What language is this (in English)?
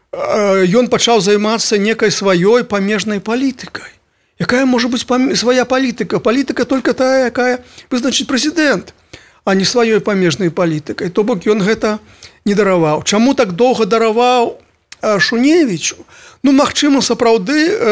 Belarusian